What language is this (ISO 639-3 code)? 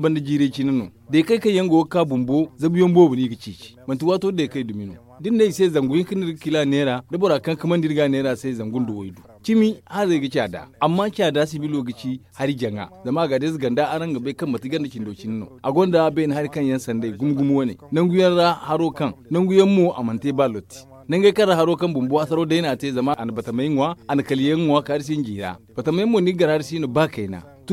dje